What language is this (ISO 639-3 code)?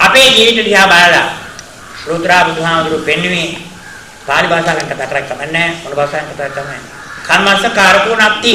sin